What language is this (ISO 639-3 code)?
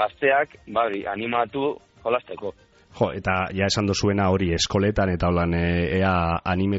eus